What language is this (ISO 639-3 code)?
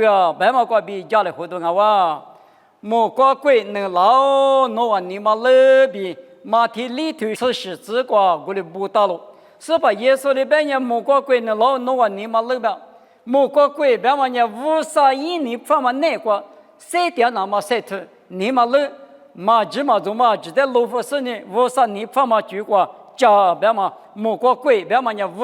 lis